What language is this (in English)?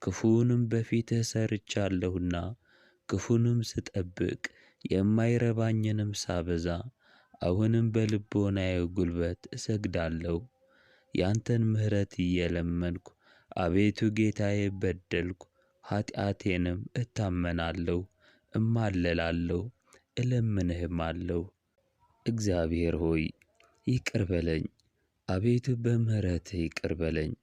Amharic